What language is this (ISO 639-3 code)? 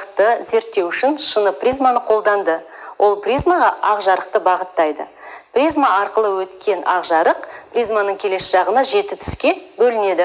kaz